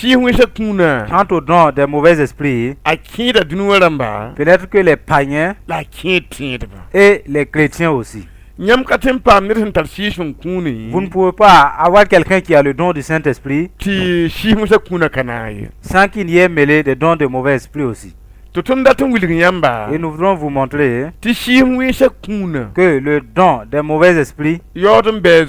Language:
Mossi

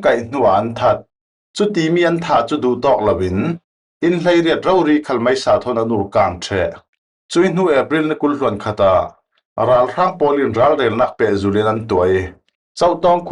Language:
Falam Chin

